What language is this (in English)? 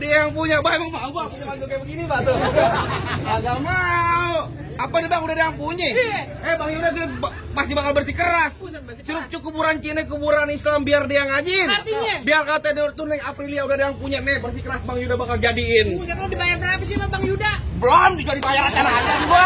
Betawi